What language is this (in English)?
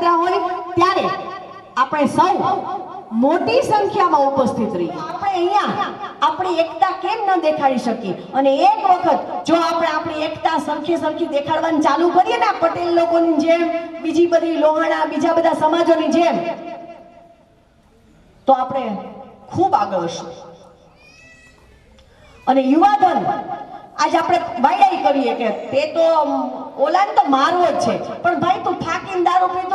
Gujarati